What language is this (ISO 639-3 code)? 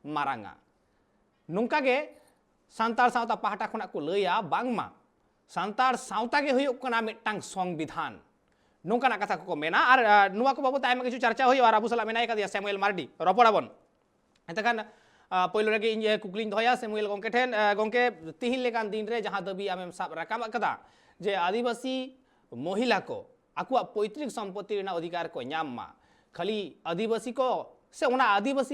sat